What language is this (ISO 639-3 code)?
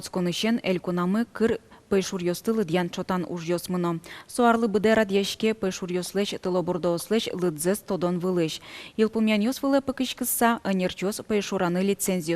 udm